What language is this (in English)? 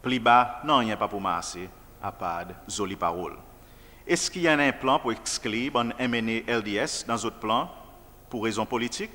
Seselwa Creole French